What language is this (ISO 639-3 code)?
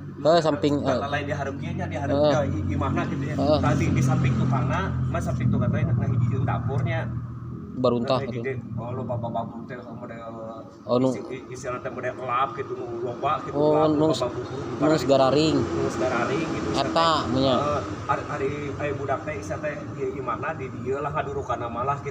sun